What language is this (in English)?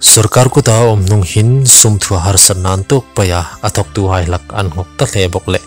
Hmar